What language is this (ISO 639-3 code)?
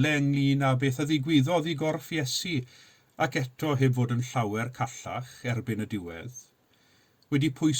cym